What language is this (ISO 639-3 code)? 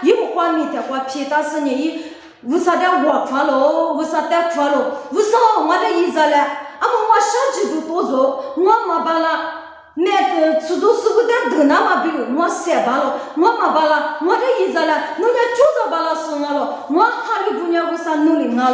lis